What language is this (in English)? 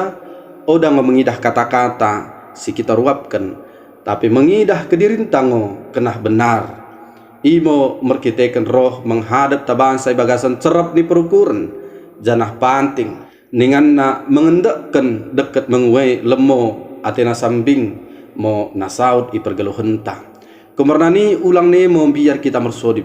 Batak Dairi